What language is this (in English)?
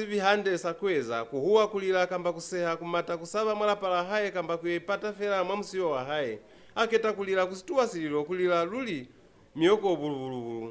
Lozi